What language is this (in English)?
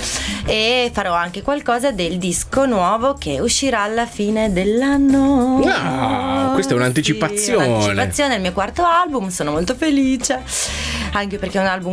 Italian